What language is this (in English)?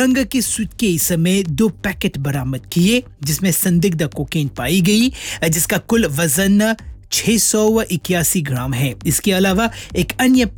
Hindi